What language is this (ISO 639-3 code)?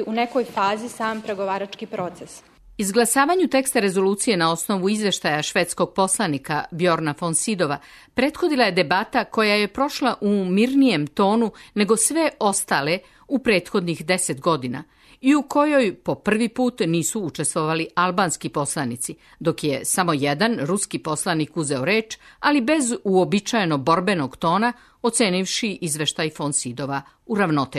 srp